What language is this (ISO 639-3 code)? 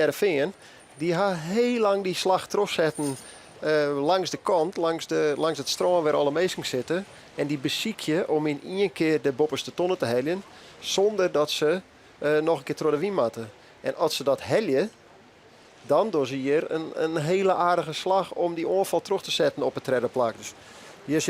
fry